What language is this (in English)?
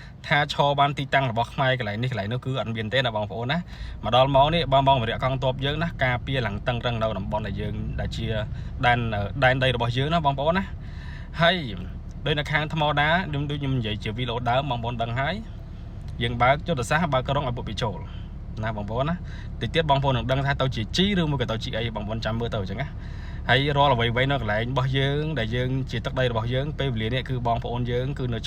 Khmer